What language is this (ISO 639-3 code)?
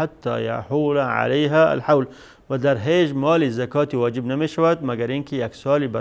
fas